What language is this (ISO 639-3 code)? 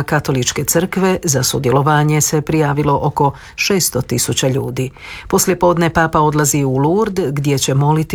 hrv